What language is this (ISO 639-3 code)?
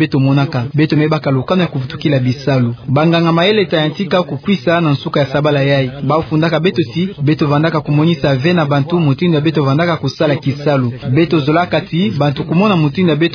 ktu